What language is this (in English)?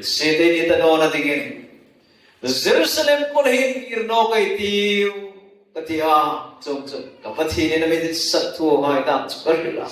Hmar